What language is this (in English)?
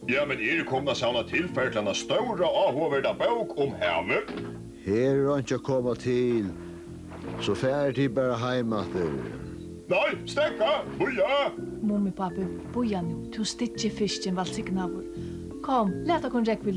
Faroese